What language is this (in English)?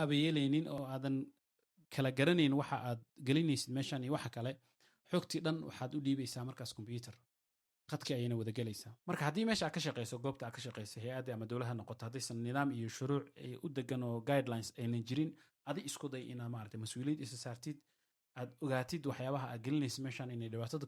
Somali